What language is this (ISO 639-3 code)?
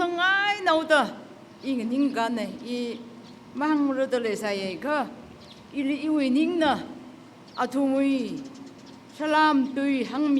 nmf